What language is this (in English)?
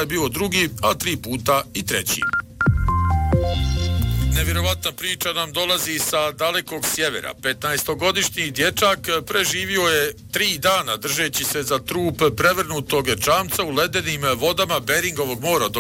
Bosnian